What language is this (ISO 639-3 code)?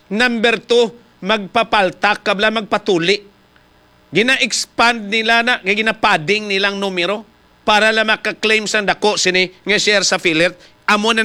hil